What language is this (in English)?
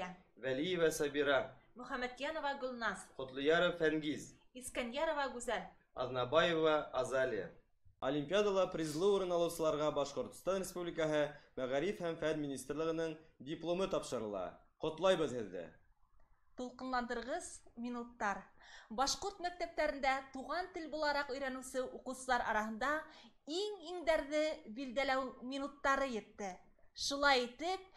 Bashkir